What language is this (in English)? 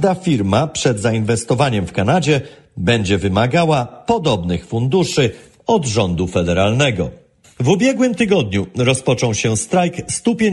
Polish